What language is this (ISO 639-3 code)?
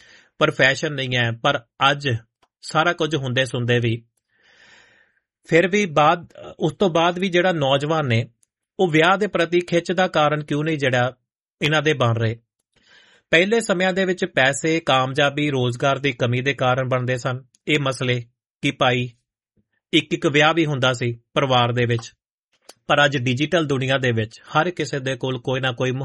pan